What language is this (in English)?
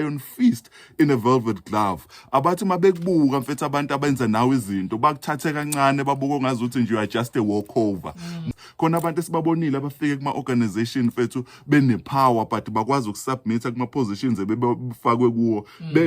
Zulu